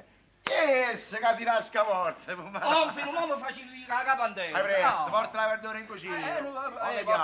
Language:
Neapolitan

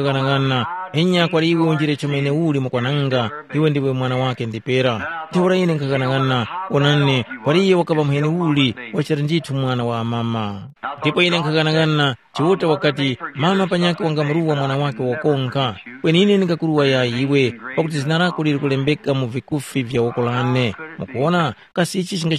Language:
Tumbuka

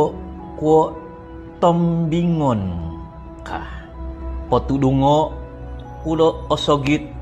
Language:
Central Dusun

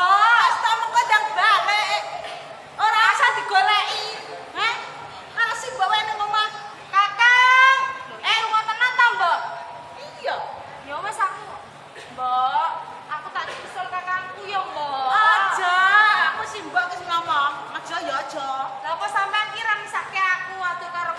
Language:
Javanese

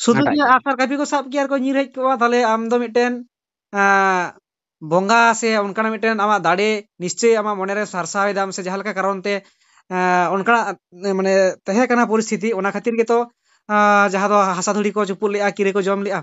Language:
Santali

